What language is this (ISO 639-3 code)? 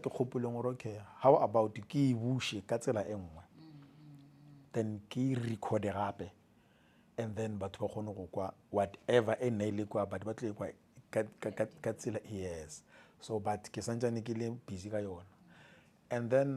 nso